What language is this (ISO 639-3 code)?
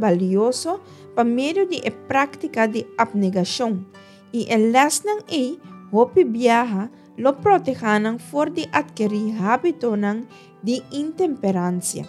pap